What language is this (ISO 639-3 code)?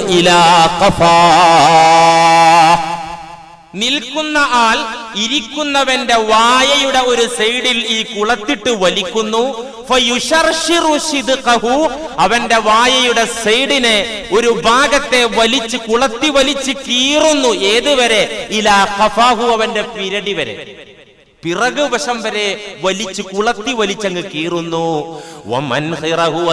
mal